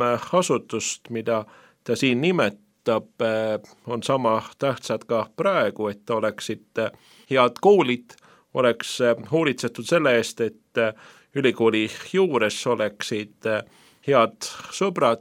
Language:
Estonian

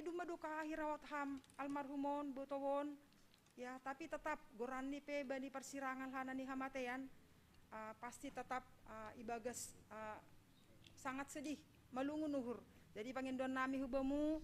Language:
Batak Simalungun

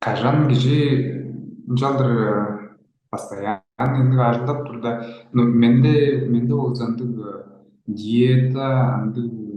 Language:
Tuvinian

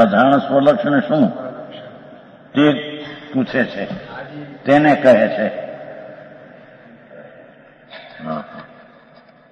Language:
Gujarati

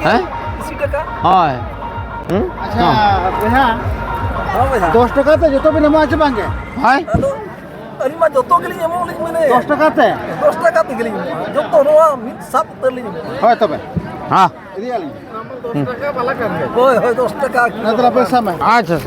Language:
Santali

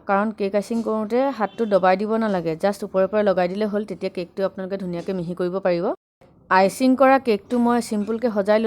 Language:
Assamese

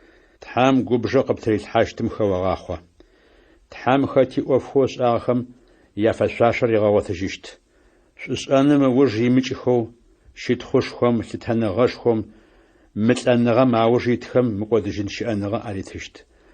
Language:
Adyghe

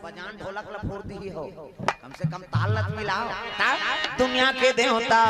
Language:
Chhattisgarhi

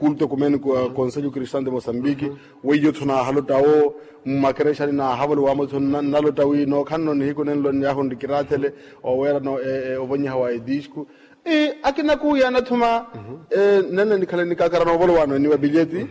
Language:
Makhuwa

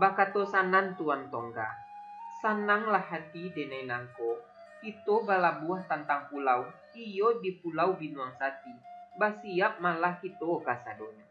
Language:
Minangkabau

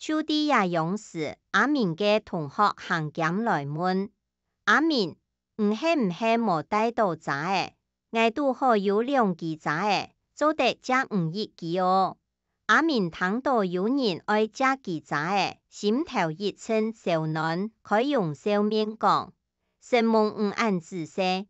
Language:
Hakka Chinese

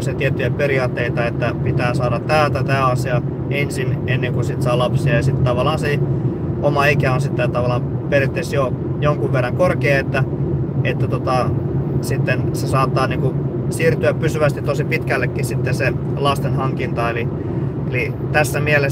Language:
Finnish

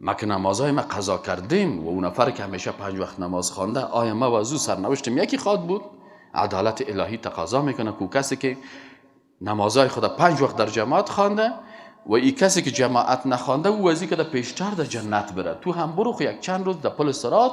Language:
Persian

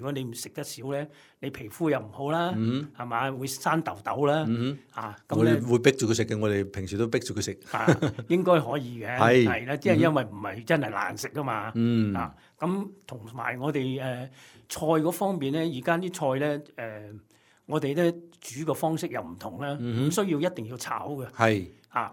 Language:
Cantonese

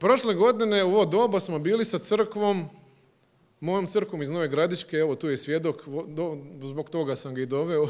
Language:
Croatian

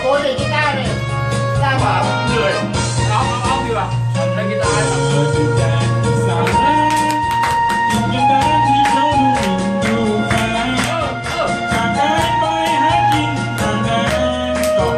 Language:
Thai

